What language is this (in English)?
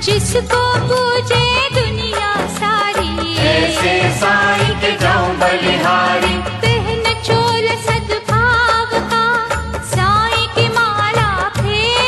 Hindi